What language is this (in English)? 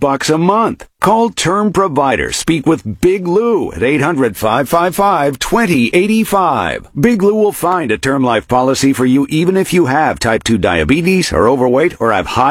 English